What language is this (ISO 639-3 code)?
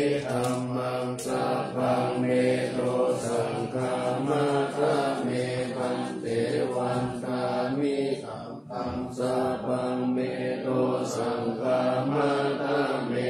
pli